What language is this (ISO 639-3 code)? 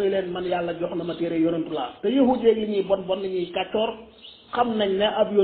wol